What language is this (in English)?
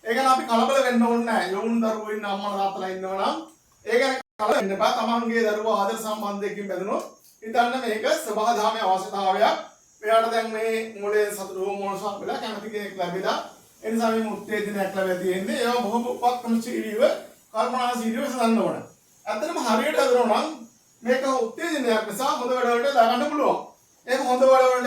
Sinhala